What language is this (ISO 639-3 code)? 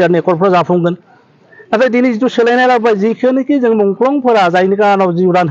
brx